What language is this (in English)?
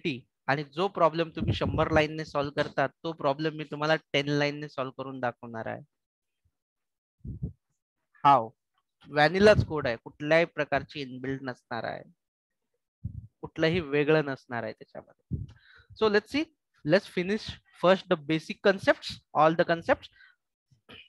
Marathi